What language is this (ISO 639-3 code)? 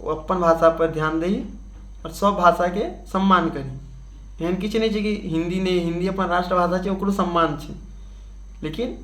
mai